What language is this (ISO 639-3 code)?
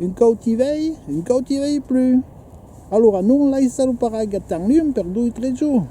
oci